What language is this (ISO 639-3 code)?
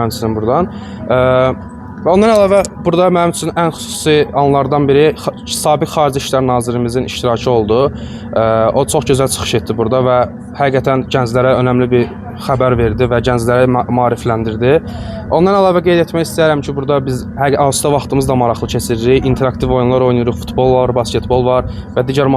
aze